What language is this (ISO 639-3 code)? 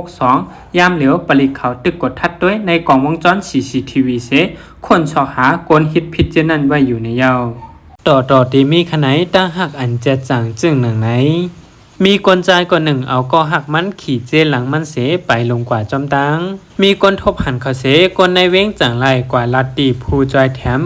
shn